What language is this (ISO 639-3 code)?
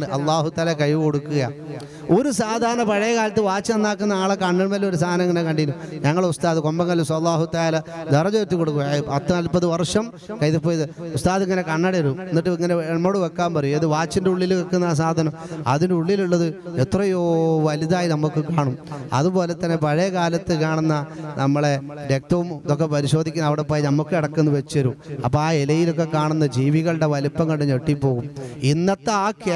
mal